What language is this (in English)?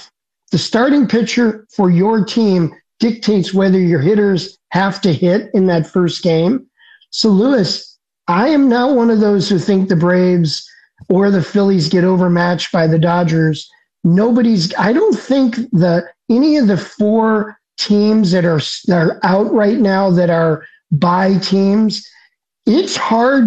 English